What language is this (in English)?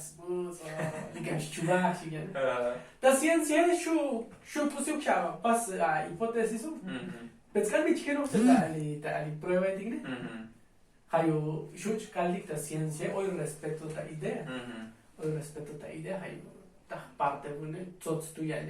Tzotzil